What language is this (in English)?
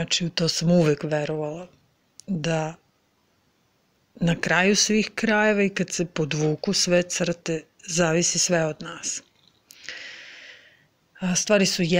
Serbian